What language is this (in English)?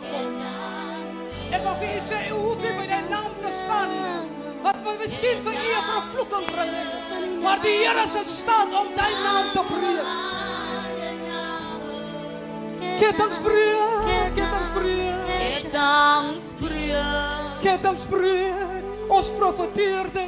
Afrikaans